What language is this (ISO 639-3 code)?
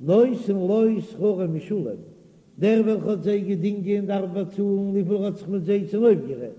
yid